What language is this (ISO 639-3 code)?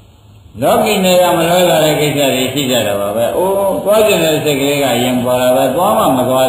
mya